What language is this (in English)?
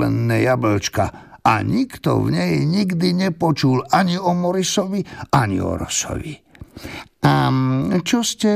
Slovak